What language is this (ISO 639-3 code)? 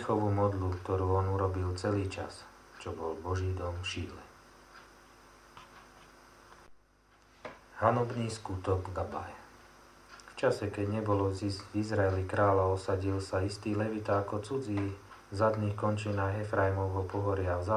slk